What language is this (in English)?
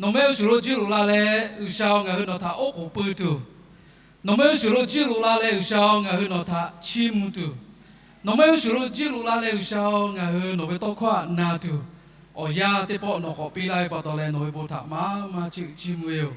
Lahu